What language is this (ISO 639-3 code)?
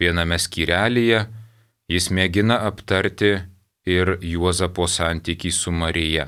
lit